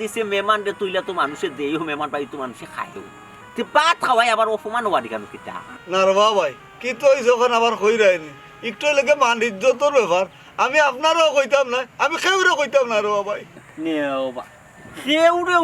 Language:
Sylheti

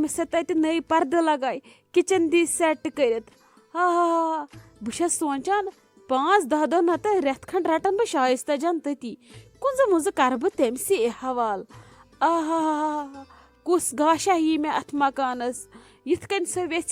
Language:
Kashmiri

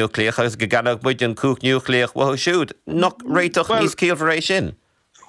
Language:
Irish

